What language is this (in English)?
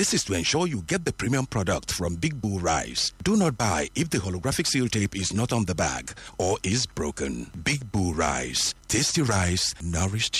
English